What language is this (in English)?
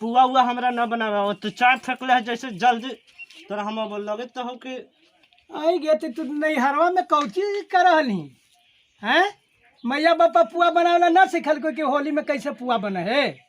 Magahi